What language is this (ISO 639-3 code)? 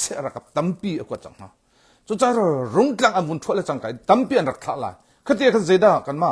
cnh